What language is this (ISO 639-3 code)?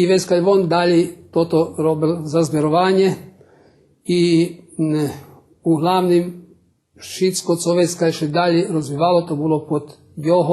rue